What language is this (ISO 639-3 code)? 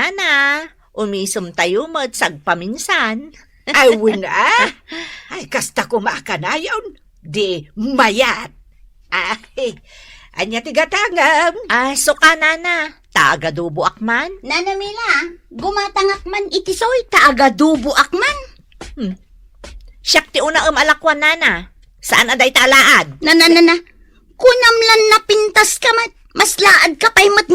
ilo